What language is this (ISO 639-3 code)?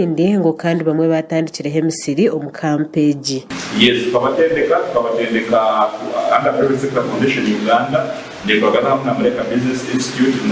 nyn